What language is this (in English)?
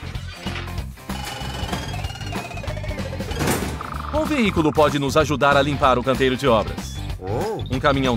Portuguese